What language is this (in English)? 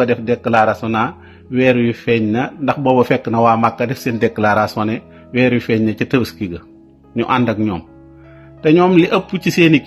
Wolof